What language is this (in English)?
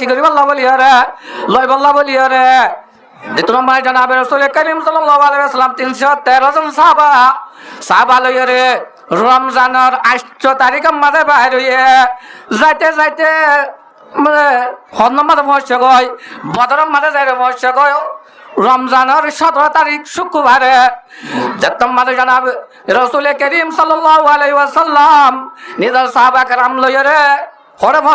Rohingya